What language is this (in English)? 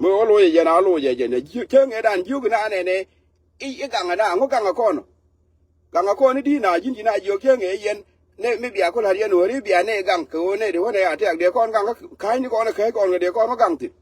Nuer